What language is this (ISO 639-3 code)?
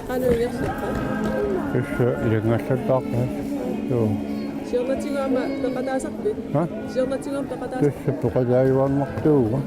kal